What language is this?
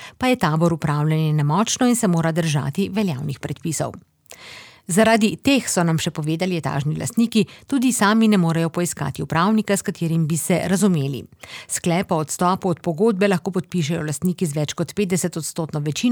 Slovenian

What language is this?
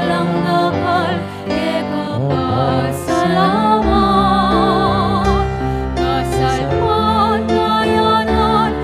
Pampanga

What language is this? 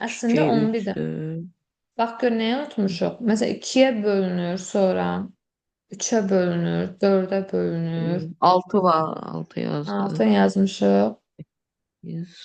Azerbaijani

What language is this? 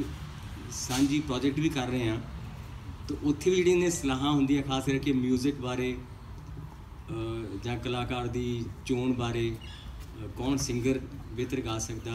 Punjabi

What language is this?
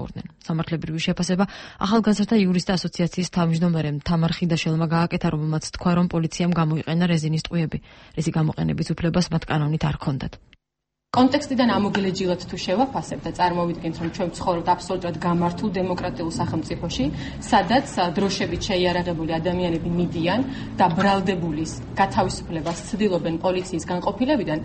Georgian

